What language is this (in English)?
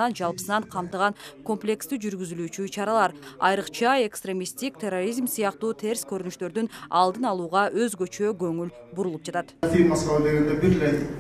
Kyrgyz